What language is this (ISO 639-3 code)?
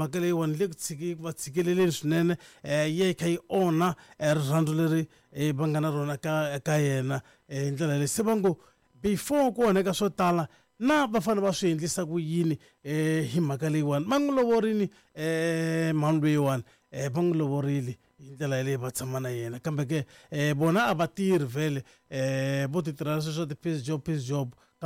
tso